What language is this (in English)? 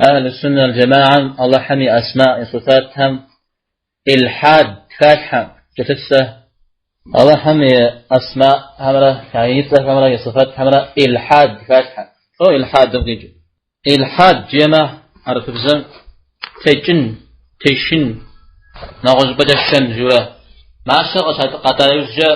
Kabardian